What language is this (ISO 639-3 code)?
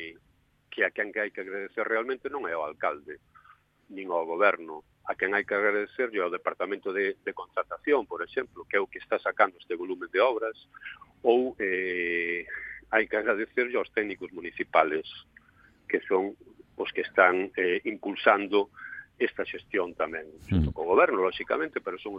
glg